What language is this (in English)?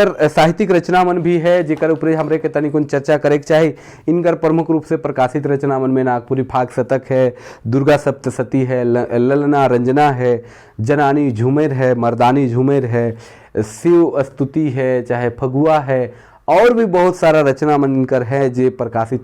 Sadri